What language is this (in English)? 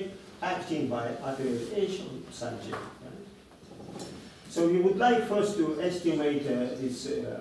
English